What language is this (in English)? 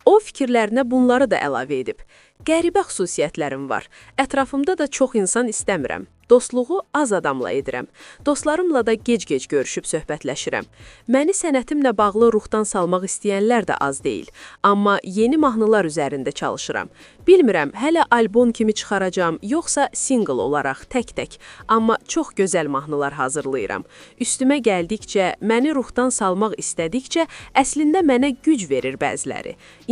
Azerbaijani